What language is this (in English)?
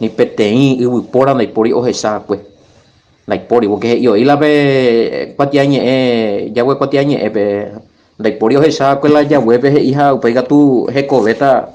Guarani